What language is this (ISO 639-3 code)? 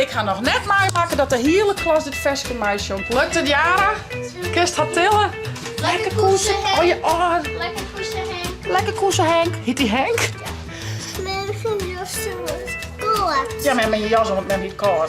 fry